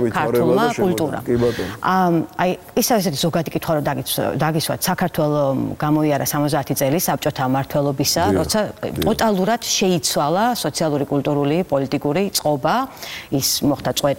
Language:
Georgian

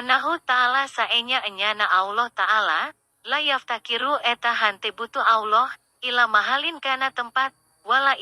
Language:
Sundanese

